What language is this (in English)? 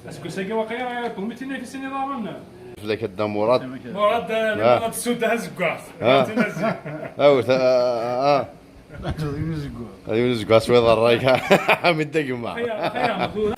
Kabyle